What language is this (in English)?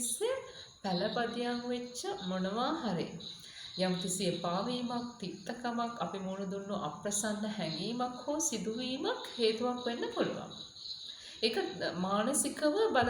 Sinhala